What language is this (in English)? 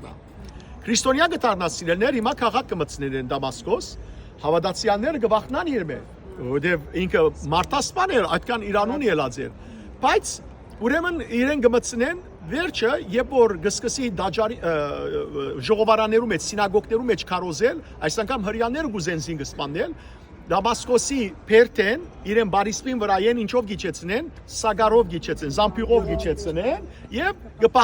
Western Armenian